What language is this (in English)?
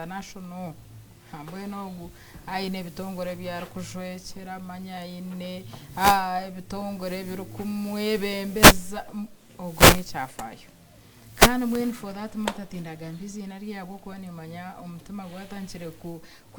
Nyankole